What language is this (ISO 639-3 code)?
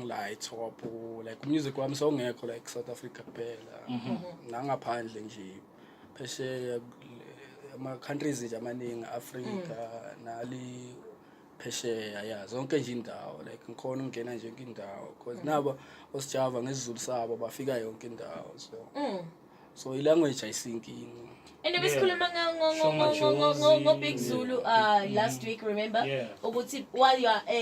zul